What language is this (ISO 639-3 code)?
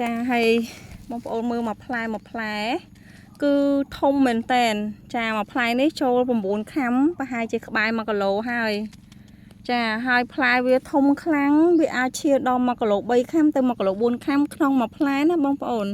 khm